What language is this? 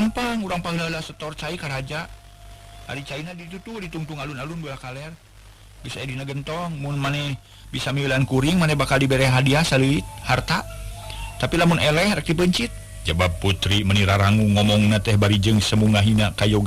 Sundanese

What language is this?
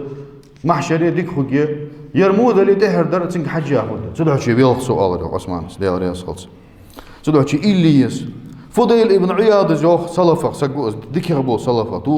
Ingush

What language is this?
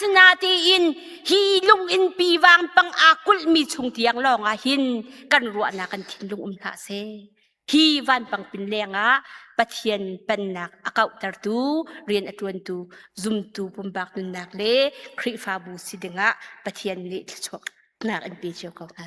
Hakha Chin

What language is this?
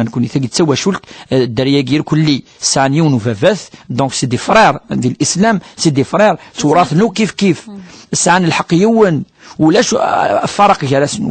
Kabyle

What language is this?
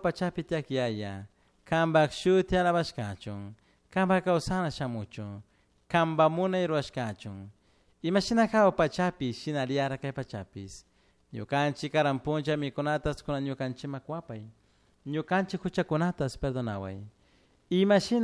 Chimborazo Highland Quichua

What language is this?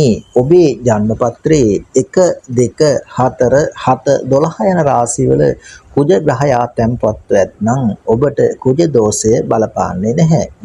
Sinhala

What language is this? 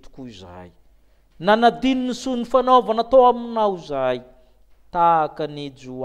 Malagasy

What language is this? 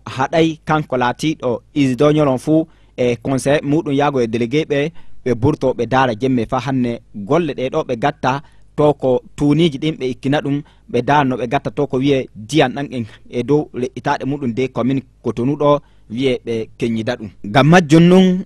Fula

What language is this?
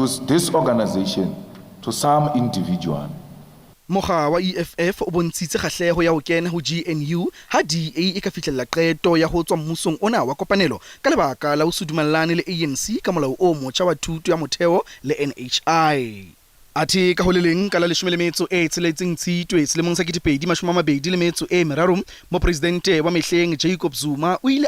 Southern Sotho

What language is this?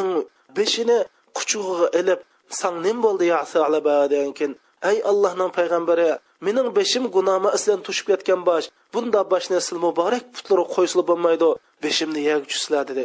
Uyghur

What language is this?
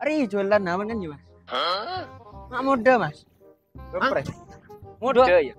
Madurese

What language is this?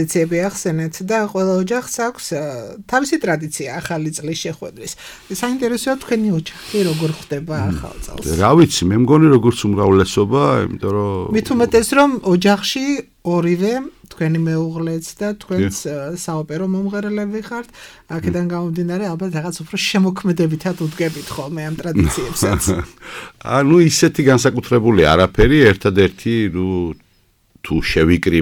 Georgian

